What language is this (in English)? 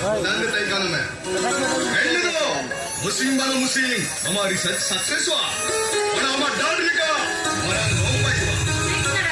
Santali